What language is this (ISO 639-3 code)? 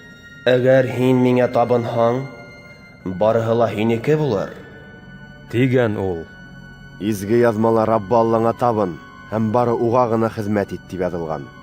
bak